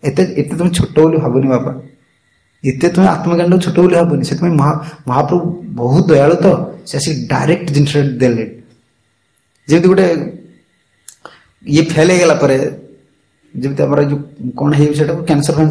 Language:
Odia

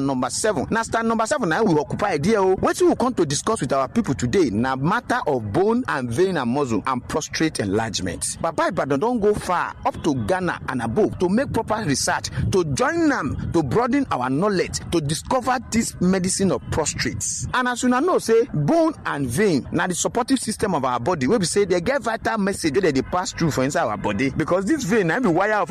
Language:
Nigerian Pidgin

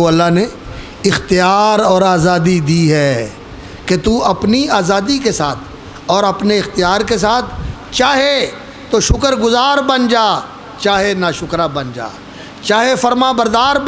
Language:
Urdu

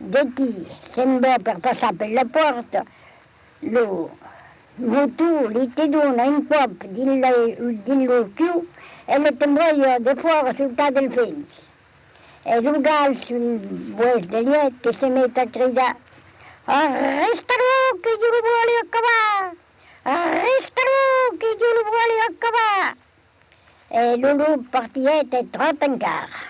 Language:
Occitan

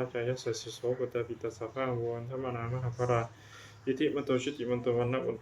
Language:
Pali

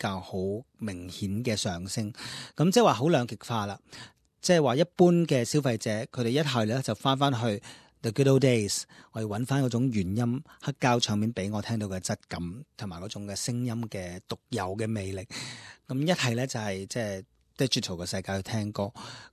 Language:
Cantonese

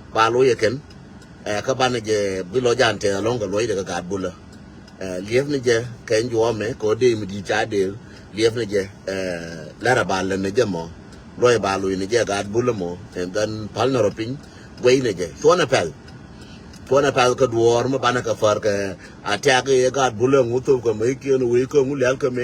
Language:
Nuer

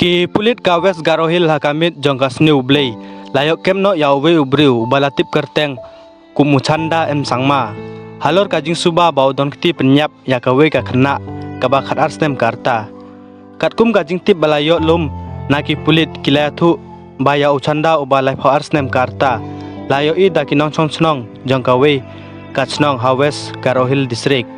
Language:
Khasi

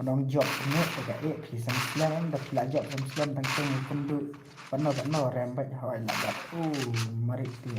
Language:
Khasi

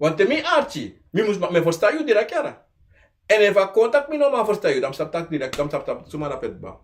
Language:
Sranan Tongo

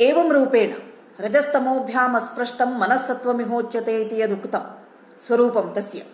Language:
Sanskrit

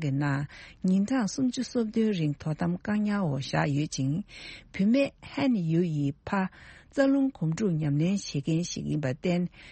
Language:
Tibetan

